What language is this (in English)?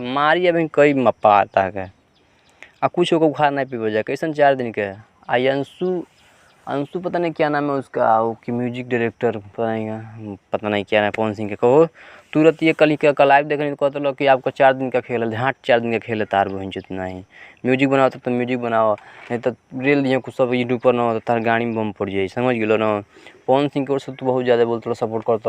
Bhojpuri